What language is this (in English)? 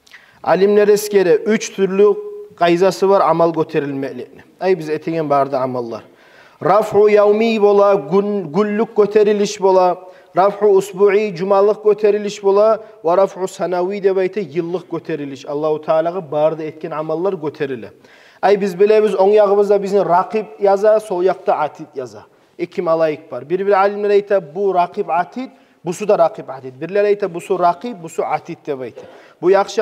Kumyk